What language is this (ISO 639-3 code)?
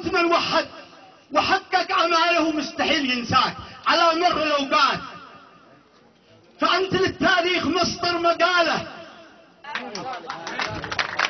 ara